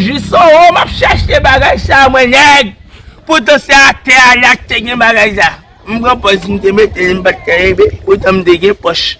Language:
Haitian Creole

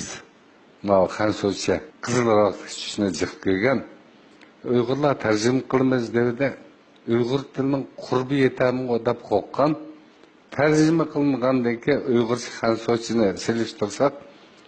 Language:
Uyghur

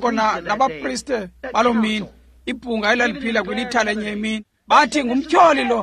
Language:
Xhosa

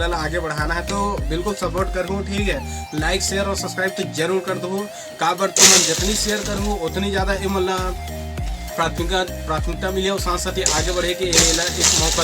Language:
Chhattisgarhi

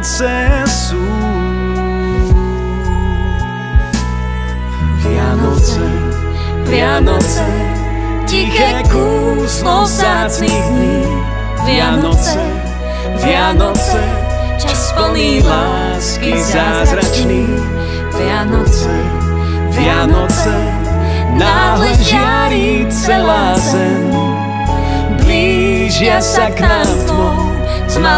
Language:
Slovak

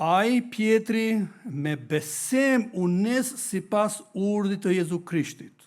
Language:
Albanian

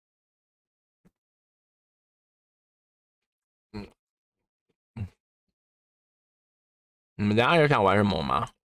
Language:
Chinese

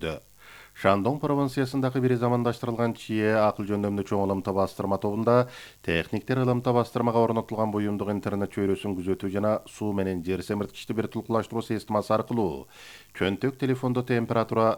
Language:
Kyrgyz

